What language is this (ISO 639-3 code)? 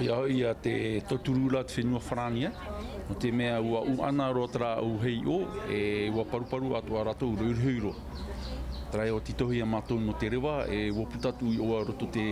tah